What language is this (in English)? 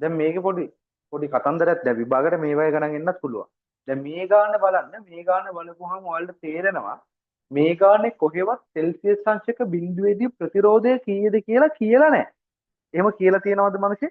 Sinhala